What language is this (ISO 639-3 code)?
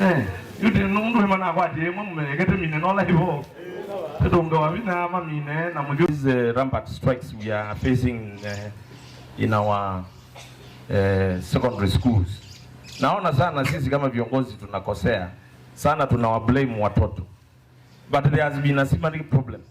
kam